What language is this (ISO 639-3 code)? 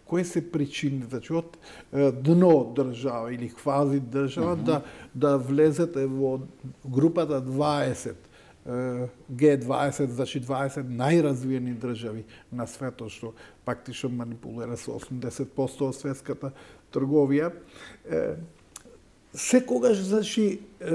mkd